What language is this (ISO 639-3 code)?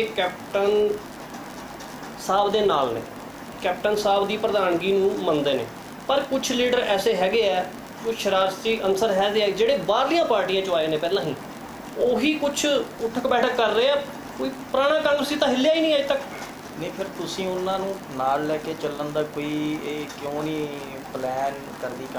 pan